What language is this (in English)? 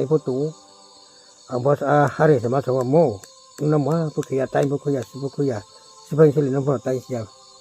Riang (India)